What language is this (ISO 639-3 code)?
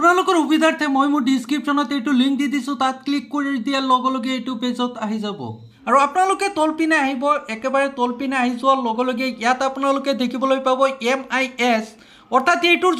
asm